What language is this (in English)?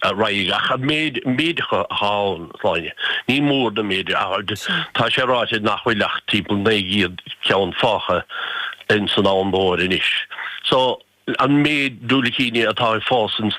Irish